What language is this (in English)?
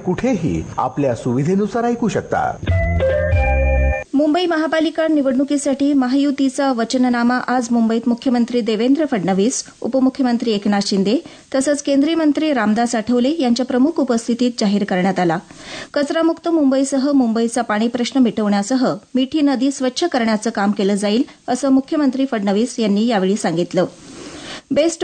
Marathi